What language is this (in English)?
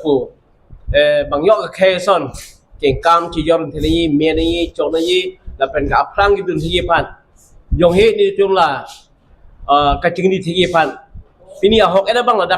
Karbi